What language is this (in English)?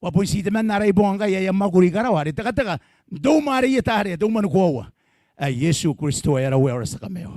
Gilbertese